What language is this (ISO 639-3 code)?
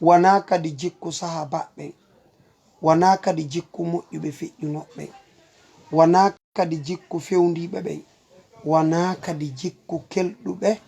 ful